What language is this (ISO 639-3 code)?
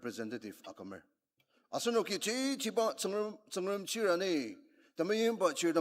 njo